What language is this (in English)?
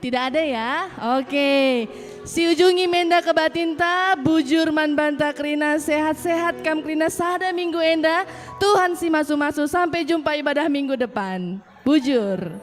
Batak Karo